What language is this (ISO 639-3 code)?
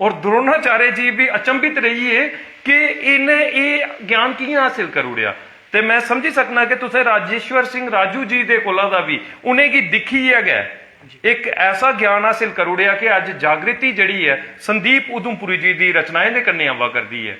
doi